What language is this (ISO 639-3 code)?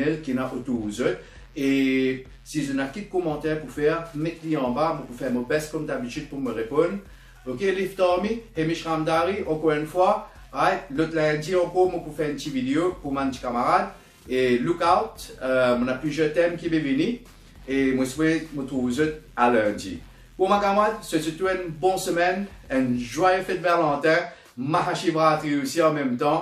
mfe